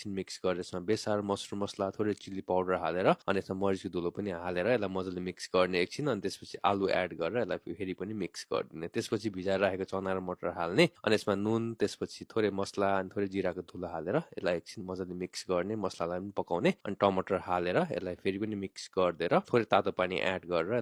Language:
Nepali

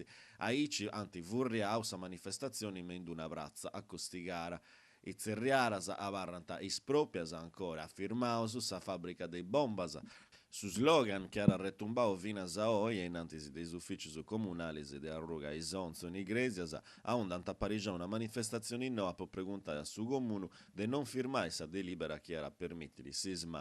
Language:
Sardinian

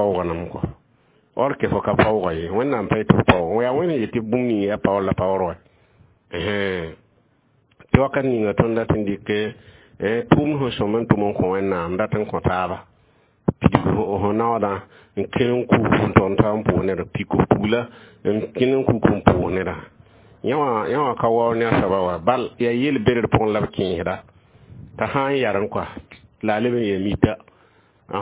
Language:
Mossi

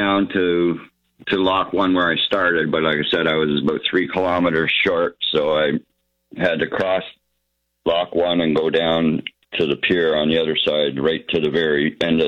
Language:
English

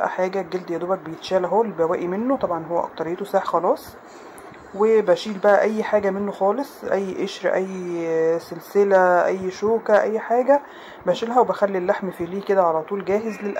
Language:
Egyptian Arabic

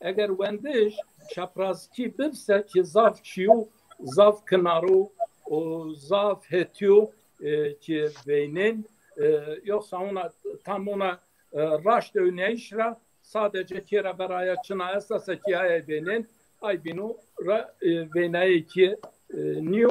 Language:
Zaza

